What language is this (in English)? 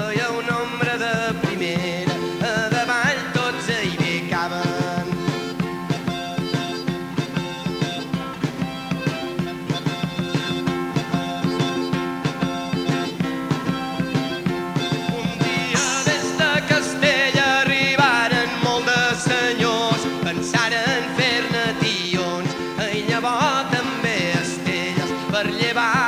Catalan